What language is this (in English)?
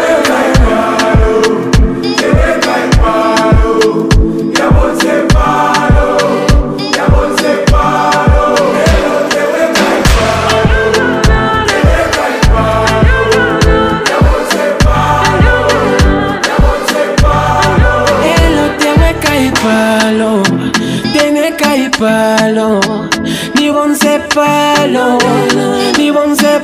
Bemba